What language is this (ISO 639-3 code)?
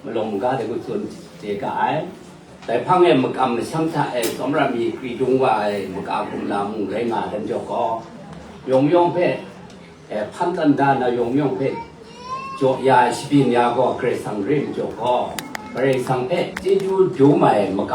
kac